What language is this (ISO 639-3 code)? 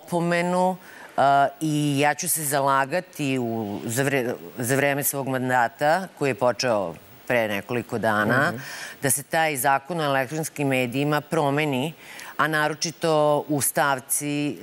srp